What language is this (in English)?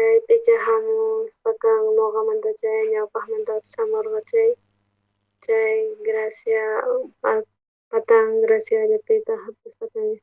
South Bolivian Quechua